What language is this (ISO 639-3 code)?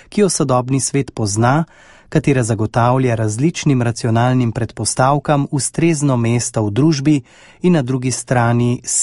slv